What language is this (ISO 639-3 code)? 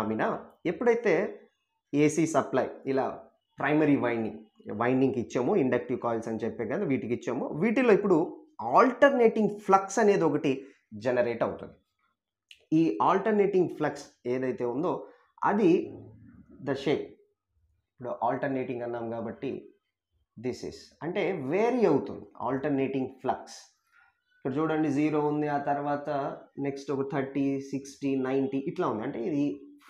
tel